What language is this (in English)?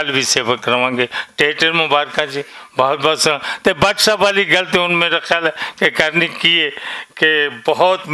Western Panjabi